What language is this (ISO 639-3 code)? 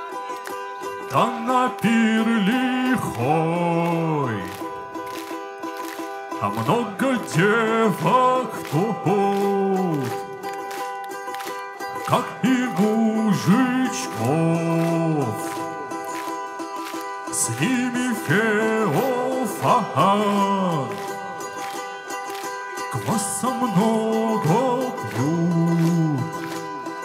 rus